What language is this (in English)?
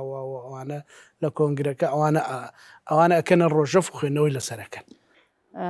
Central Kurdish